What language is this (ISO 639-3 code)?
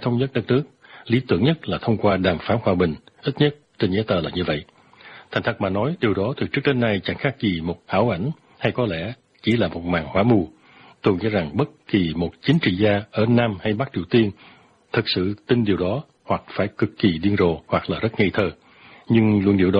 vie